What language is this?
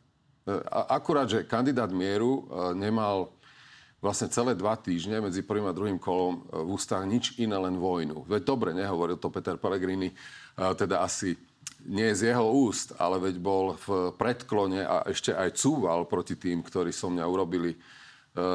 Slovak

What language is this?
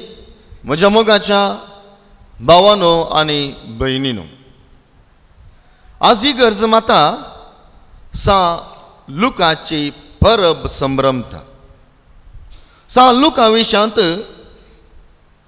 Konkani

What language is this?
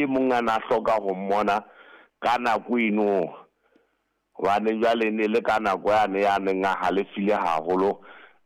Southern Sotho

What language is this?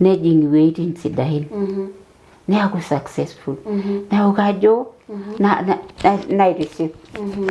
Masai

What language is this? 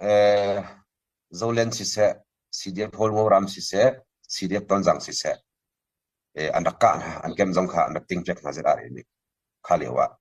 Hakha Chin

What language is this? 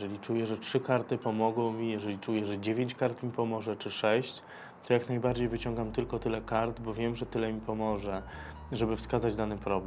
Polish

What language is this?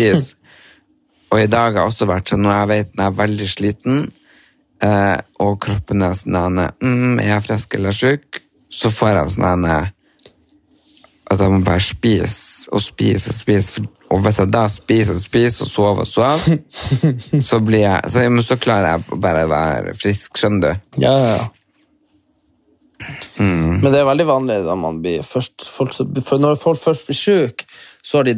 Norwegian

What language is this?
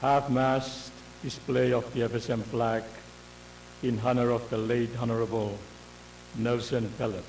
Pohnpeian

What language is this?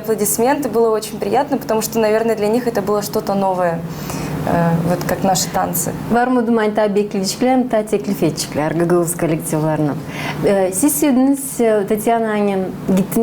Gagauz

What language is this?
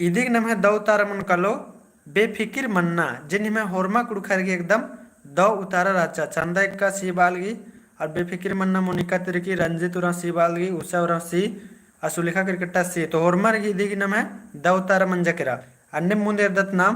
Kurukh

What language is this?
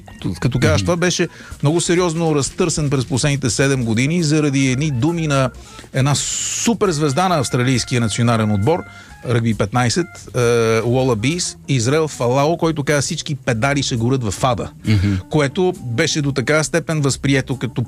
Bulgarian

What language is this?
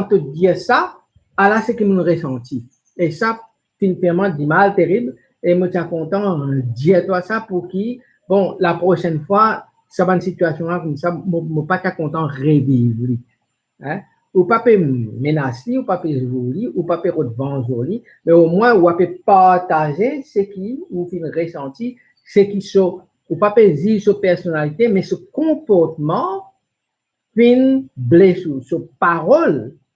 Morisyen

